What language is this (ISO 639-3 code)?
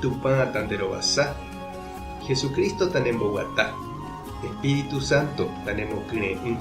grn